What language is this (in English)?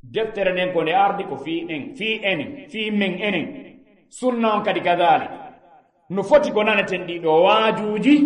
Fula